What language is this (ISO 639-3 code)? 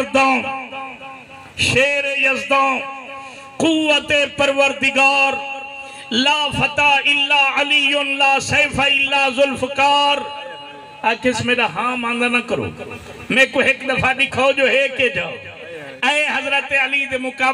skr